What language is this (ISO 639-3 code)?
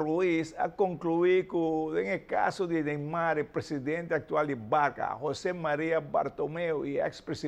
pap